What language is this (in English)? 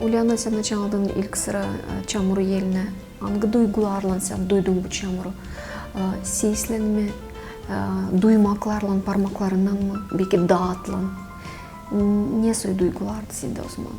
Gagauz